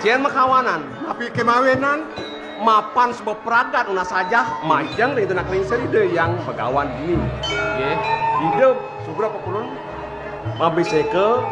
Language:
Balinese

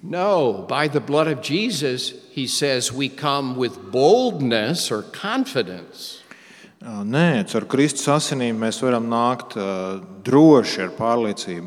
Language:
Latvian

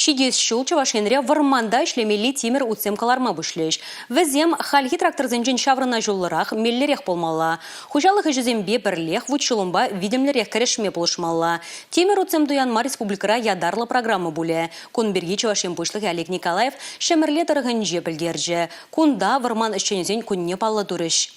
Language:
Chuvash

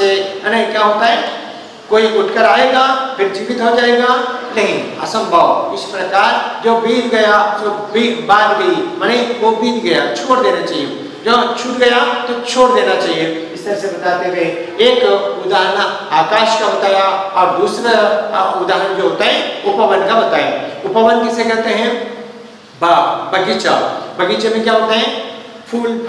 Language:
Hindi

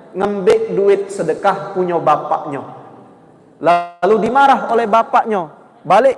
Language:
Musi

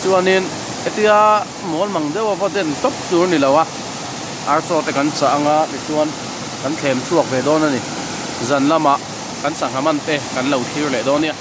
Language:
Mizo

